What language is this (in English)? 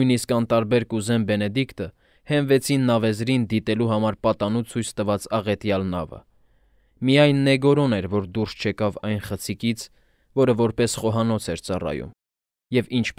Armenian